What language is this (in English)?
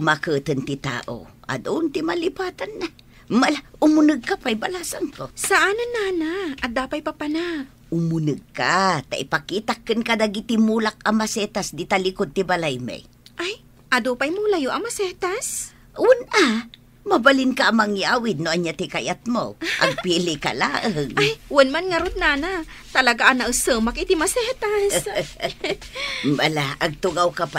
Iloko